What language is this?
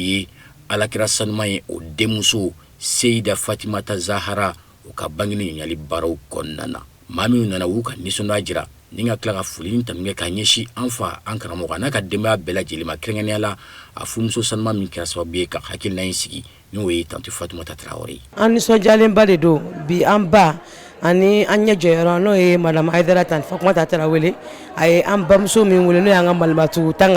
Bambara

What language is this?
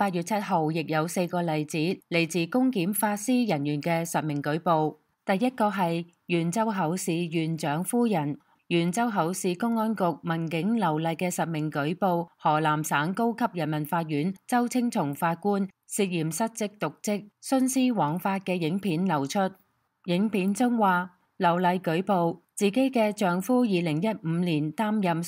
Cantonese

